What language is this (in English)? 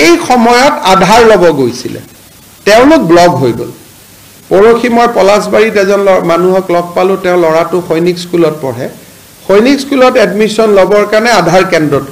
Assamese